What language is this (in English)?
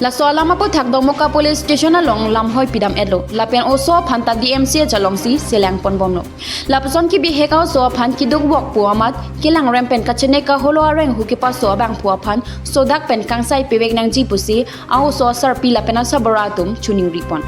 Karbi